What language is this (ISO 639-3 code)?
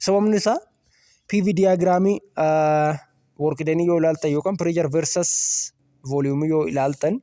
orm